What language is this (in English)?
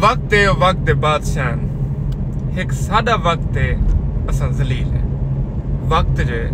Saraiki